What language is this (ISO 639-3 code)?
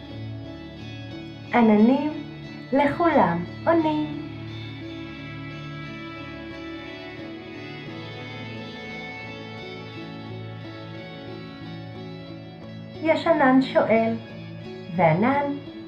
heb